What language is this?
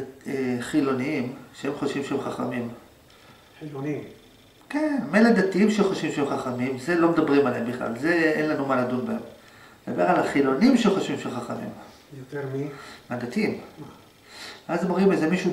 Hebrew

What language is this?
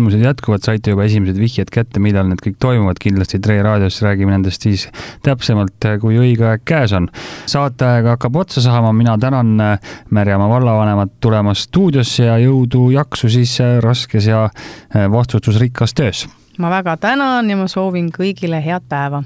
Estonian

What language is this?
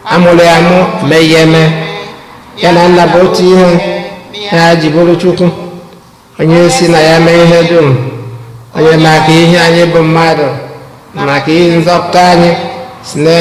Igbo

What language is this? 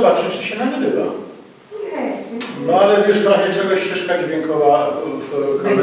Silesian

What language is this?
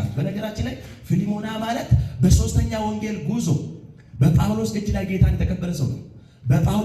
Amharic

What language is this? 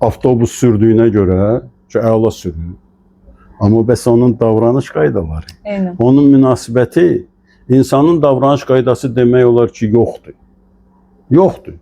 Azerbaijani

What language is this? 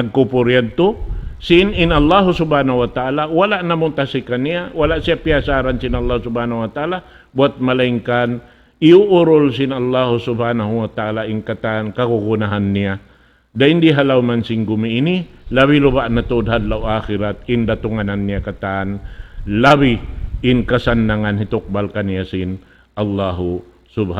Tausug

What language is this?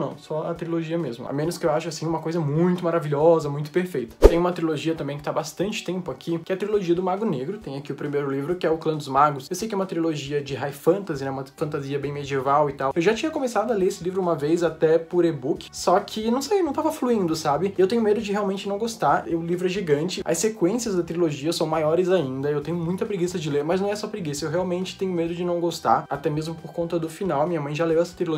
Portuguese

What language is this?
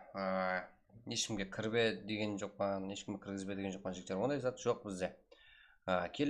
Kara-Kalpak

